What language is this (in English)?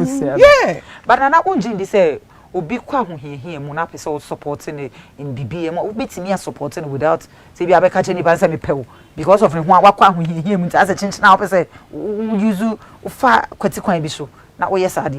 Akan